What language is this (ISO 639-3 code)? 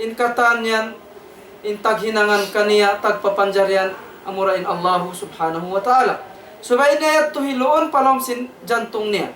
tsg